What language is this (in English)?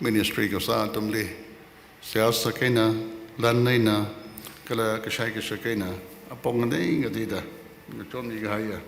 Tangkhul Naga (India)